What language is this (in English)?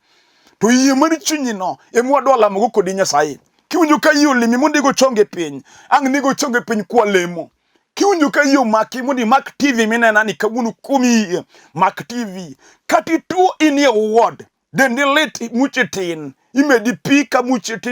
Luo (Kenya and Tanzania)